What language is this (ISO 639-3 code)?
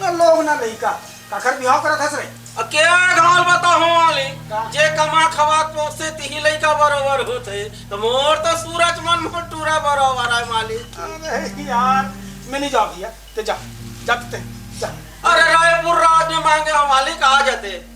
hne